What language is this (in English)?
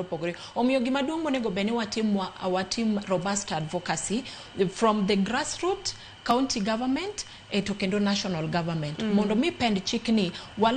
Luo (Kenya and Tanzania)